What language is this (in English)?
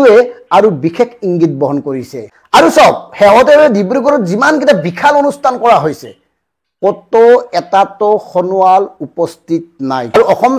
Assamese